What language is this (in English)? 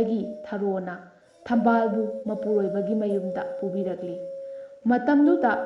Manipuri